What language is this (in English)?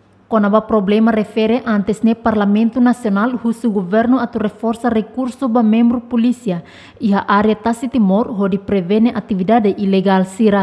Tetum